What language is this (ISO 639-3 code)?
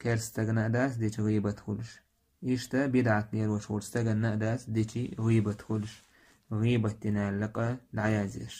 che